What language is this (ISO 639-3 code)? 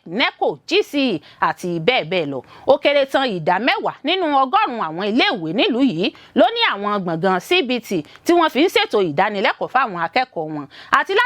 yor